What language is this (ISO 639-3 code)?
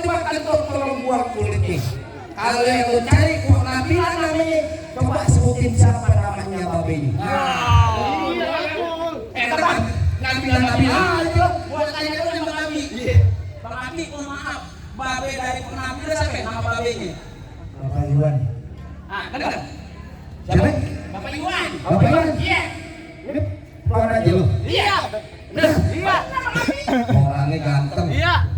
bew